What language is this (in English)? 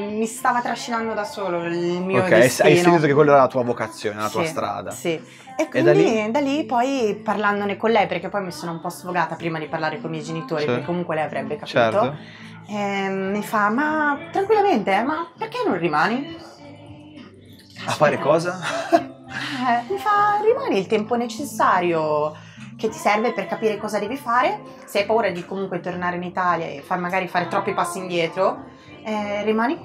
Italian